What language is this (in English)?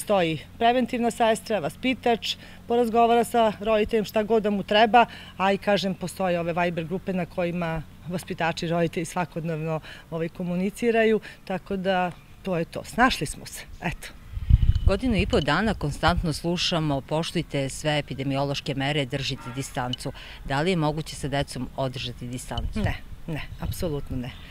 Serbian